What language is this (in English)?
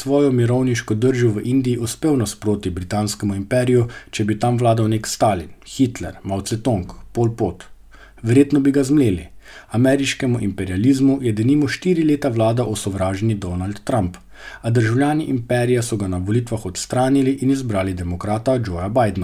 Slovenian